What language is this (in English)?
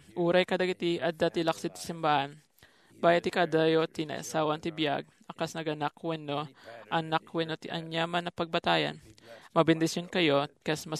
Iloko